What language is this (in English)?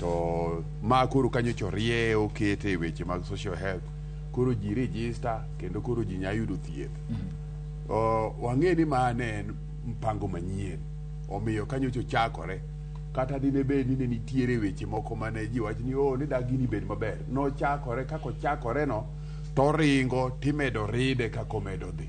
Luo (Kenya and Tanzania)